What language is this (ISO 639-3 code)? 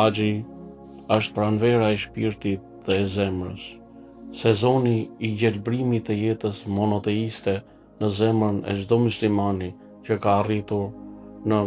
sqi